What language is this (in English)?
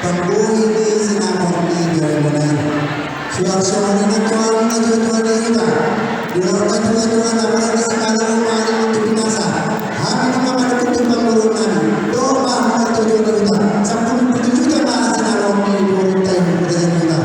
Batak Toba